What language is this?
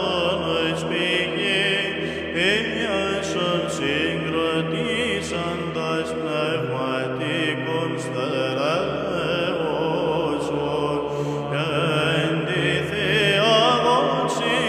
Greek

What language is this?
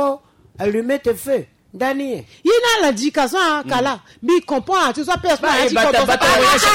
Sango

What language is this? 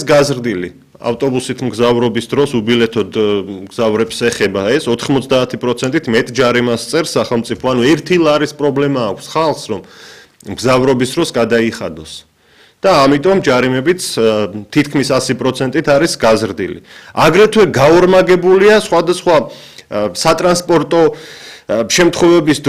Georgian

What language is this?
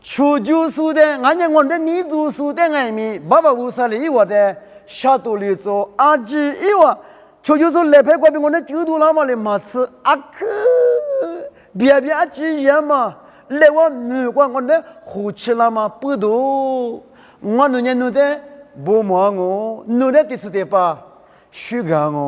Lisu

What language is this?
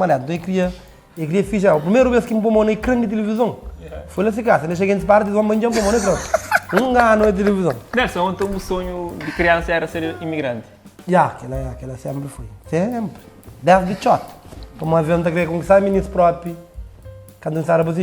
Kabuverdianu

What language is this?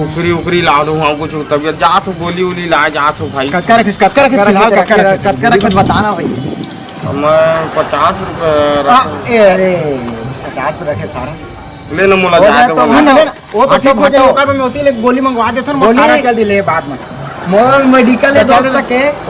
Chhattisgarhi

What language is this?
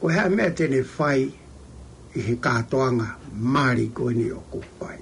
Tongan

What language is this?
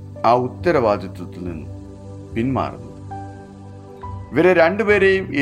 Malayalam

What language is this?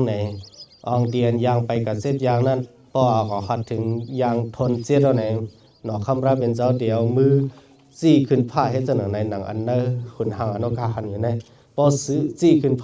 Shan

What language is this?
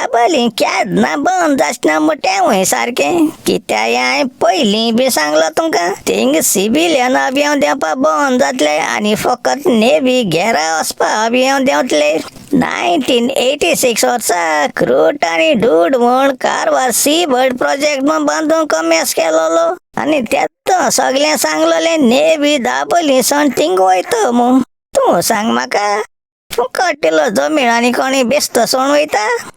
Konkani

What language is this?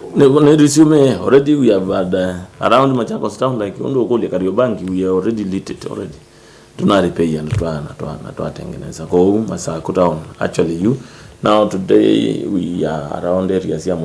Kamba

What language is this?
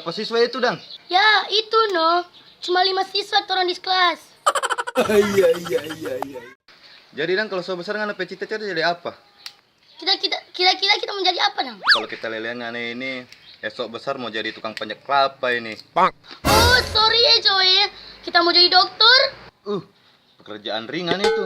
Manado Malay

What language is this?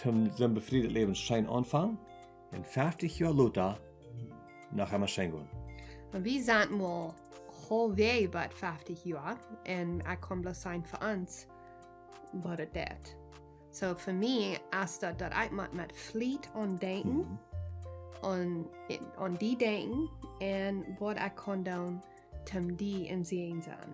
Plautdietsch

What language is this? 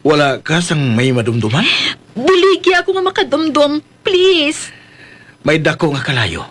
Hiligaynon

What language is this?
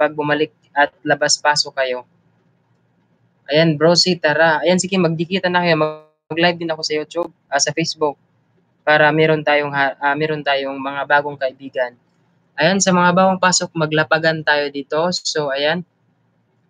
Filipino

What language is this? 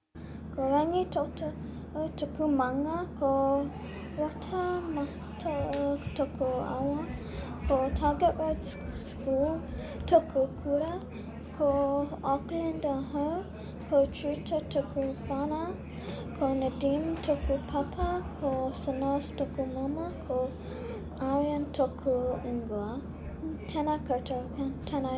Māori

